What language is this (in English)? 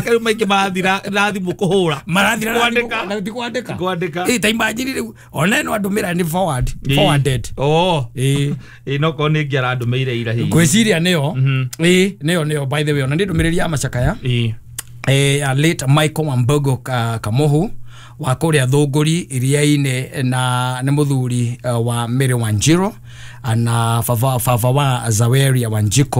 Kikuyu